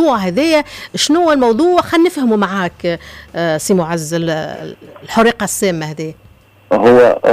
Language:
Tunisian Arabic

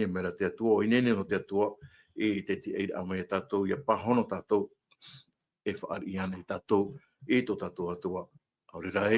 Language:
Tahitian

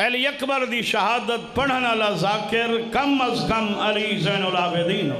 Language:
Saraiki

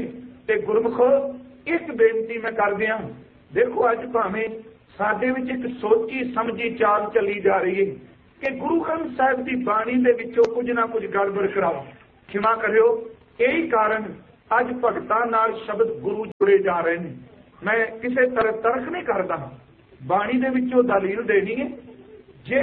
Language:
Punjabi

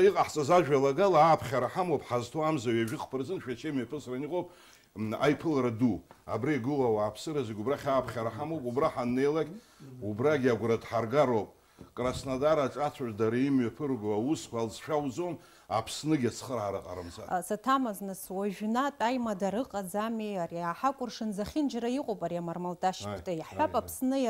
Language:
Abkhazian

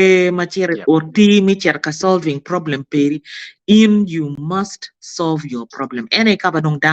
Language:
Acoli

